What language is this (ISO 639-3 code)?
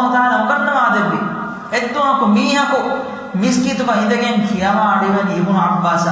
div